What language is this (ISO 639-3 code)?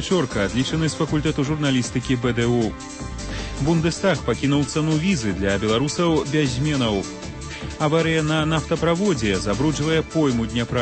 bel